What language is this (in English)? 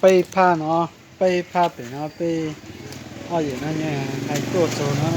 Hmong